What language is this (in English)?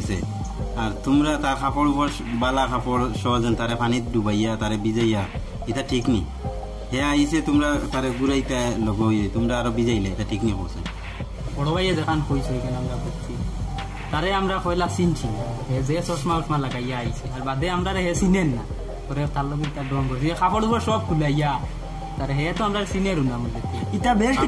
Sylheti